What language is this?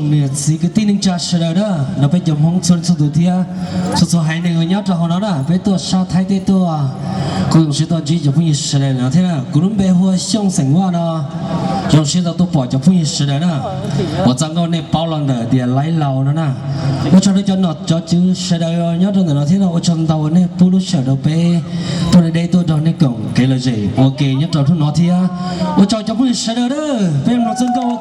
Hmong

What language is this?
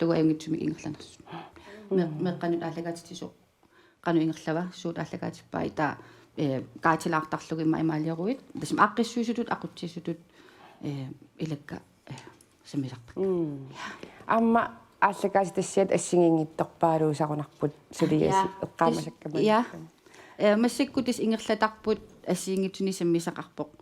Kalaallisut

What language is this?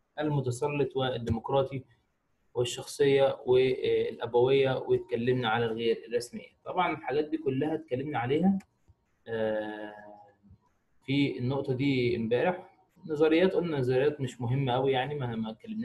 Egyptian Arabic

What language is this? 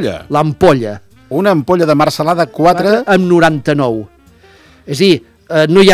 Catalan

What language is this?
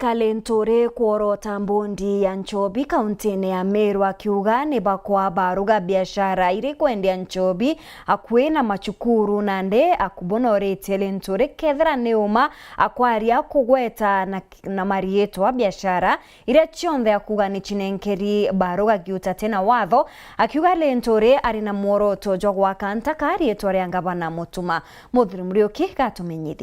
Meru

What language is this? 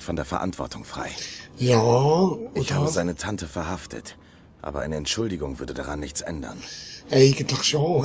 Swiss German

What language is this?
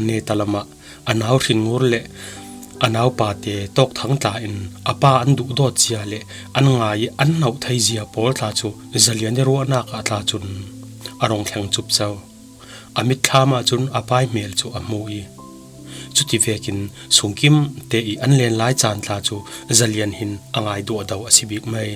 Falam Chin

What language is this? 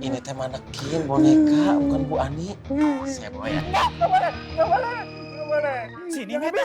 Betawi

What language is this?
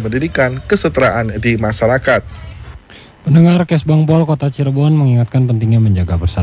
Indonesian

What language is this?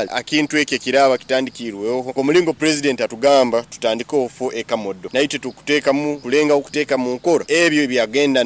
Nyoro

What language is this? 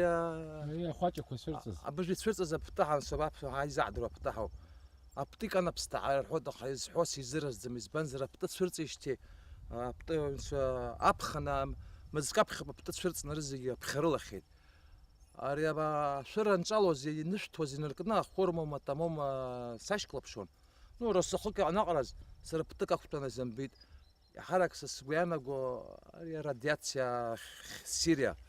Abkhazian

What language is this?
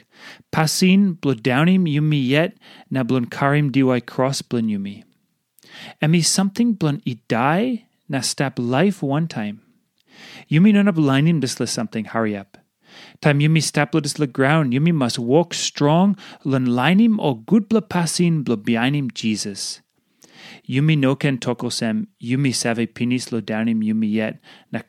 Tok Pisin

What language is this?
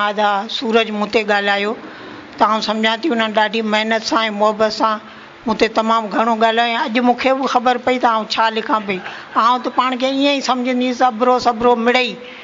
Sindhi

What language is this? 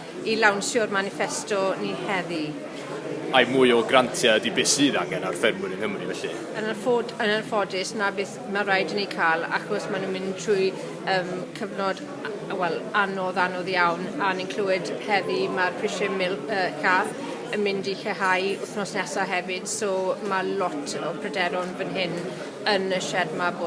Welsh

